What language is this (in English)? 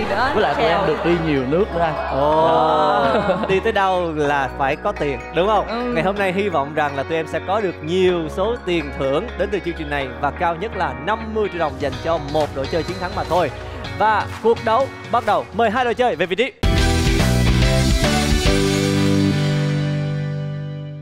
Vietnamese